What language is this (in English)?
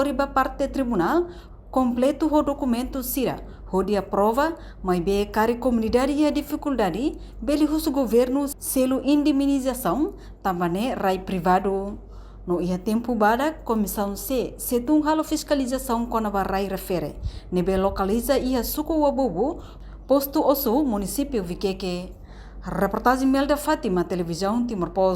Tetum